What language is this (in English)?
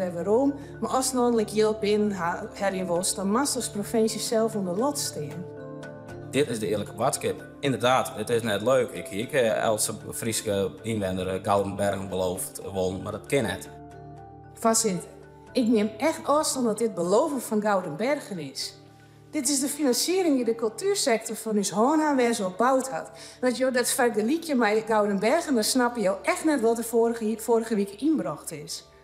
Western Frisian